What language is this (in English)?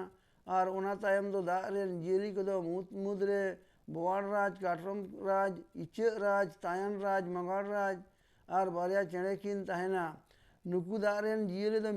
Santali